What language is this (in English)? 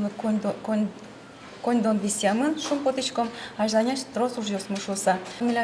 Udmurt